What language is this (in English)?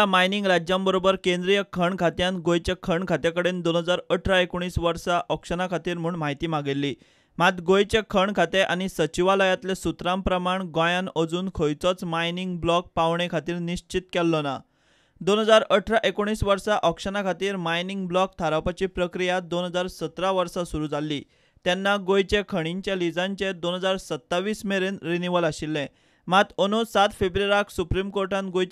Konkani